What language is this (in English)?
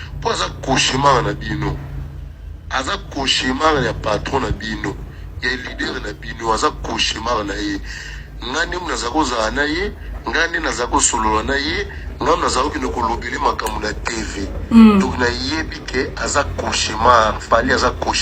Lingala